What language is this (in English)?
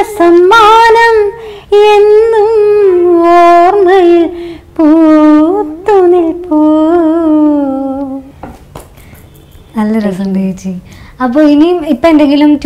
Malayalam